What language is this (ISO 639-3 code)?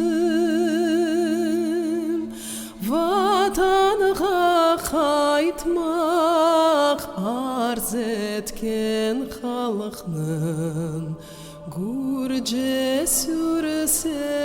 crh